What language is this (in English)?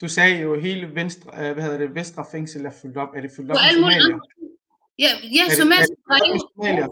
Danish